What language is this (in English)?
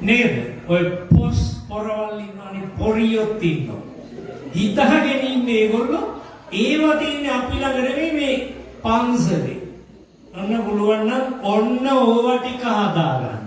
Sinhala